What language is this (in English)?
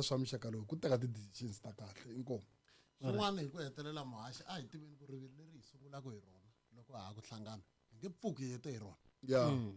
Tsonga